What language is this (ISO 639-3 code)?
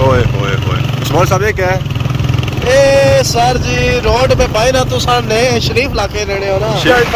phr